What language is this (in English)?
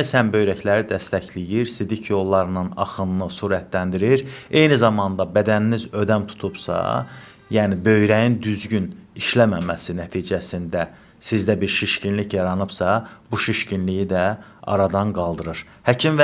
Azerbaijani